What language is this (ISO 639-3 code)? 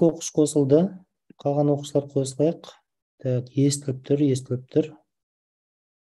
kaz